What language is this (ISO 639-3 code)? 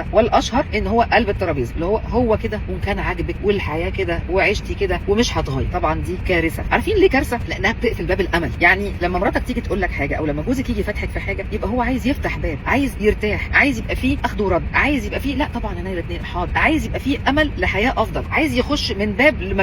arz